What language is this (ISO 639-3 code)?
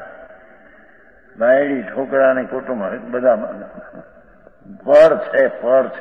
guj